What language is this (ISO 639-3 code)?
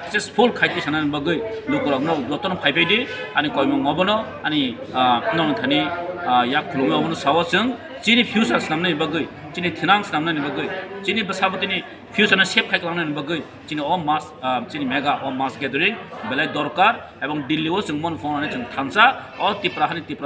trp